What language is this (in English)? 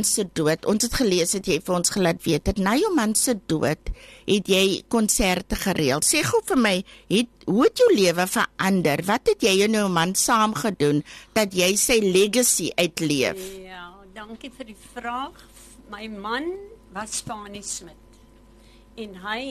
Afrikaans